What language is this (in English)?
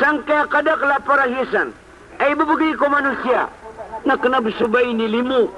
Maranao